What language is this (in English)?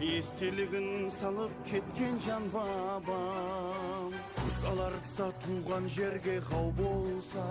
Kara-Kalpak